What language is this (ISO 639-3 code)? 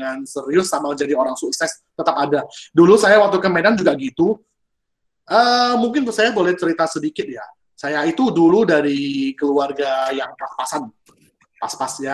ind